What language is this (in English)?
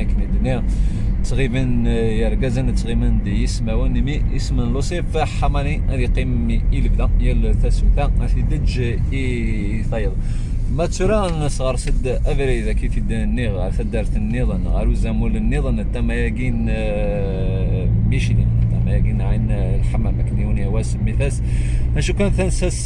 Kabyle